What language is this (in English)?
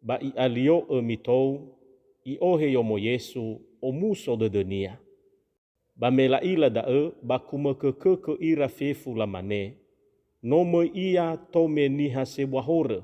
Nias